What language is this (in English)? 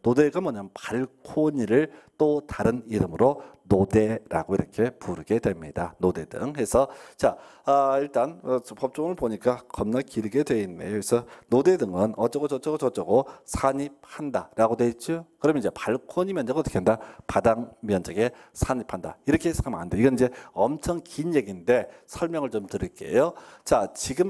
Korean